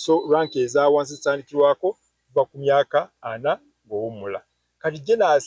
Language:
Ganda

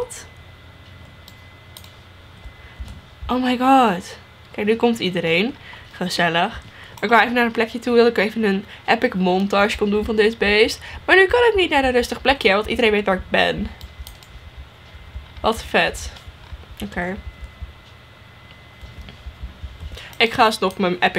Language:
Dutch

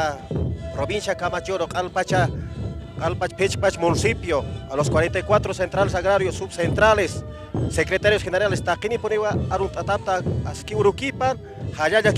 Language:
Aymara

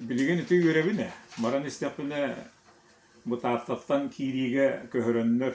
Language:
Yakut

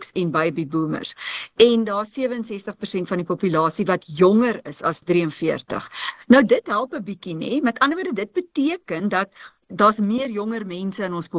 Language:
Afrikaans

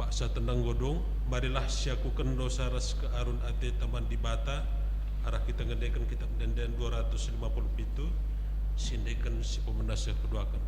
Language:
Batak Karo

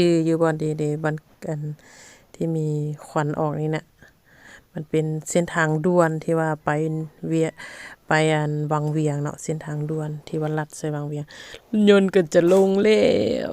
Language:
Lao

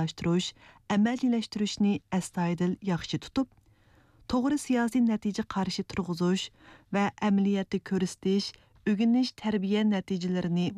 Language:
Uyghur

